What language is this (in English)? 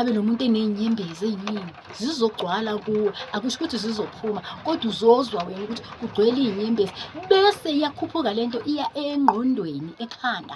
Zulu